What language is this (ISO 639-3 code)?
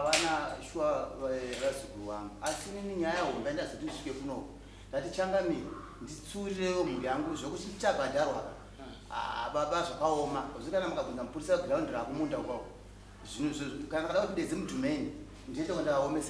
sna